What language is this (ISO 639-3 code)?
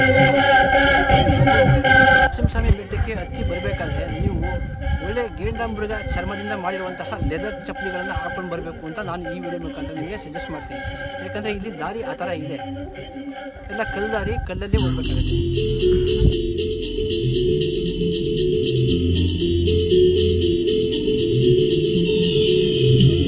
kan